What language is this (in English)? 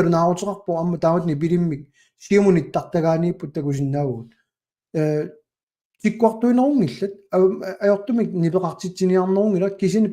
Kalaallisut